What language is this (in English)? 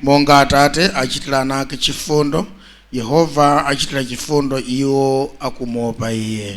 Nyanja